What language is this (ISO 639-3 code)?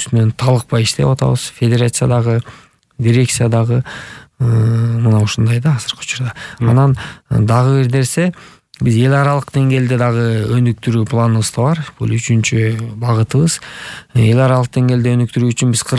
kir